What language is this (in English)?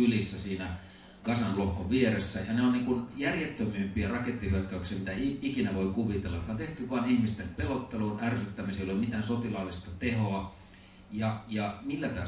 Finnish